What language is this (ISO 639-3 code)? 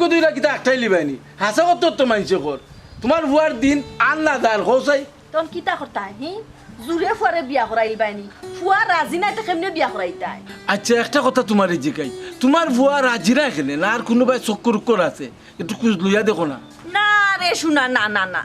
syl